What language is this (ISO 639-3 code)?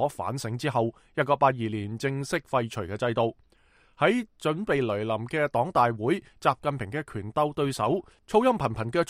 yue